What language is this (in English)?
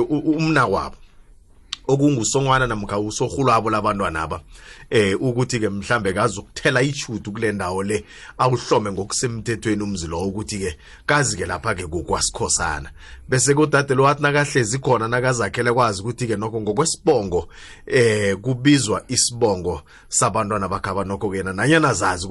South Ndebele